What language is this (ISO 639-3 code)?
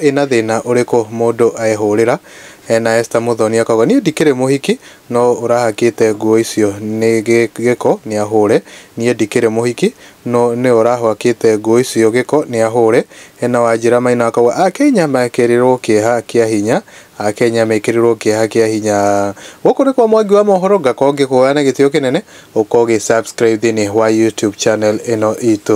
kik